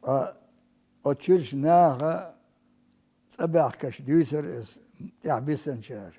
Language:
Chechen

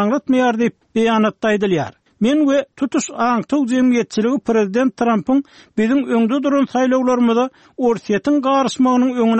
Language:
Turkmen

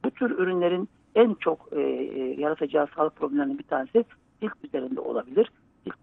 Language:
Turkish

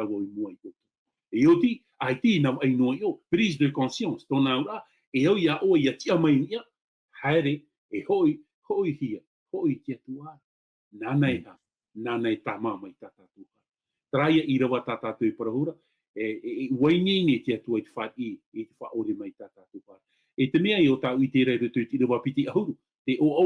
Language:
Tahitian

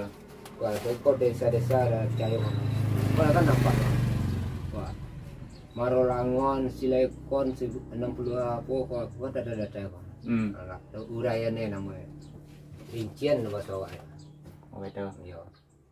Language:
Minangkabau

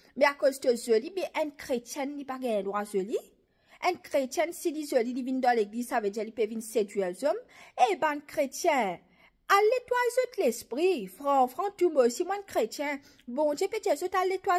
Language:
Morisyen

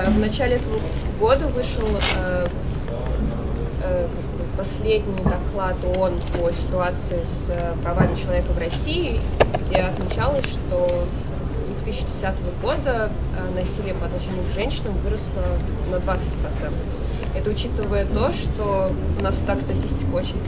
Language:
Russian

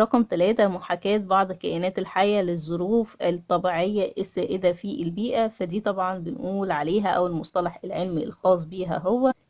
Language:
Egyptian Arabic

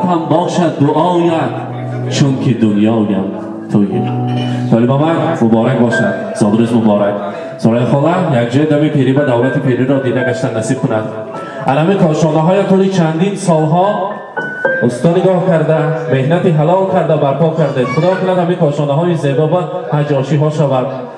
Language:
Tajik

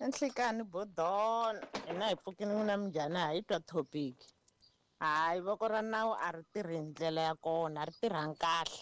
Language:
Tsonga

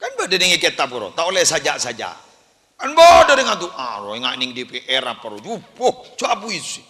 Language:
Madurese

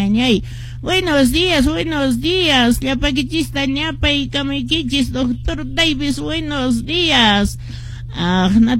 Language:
Quechua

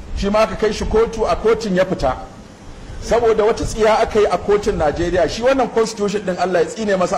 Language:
Hausa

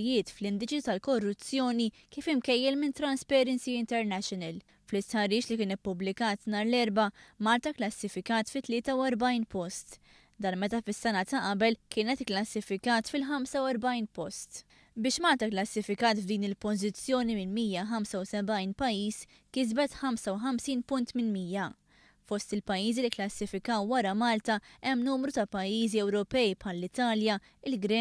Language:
Maltese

